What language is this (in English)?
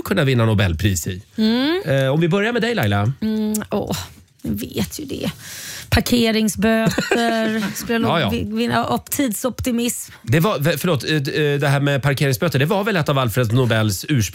Swedish